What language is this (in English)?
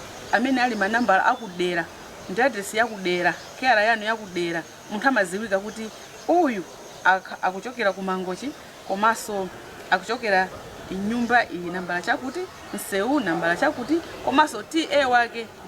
Nyanja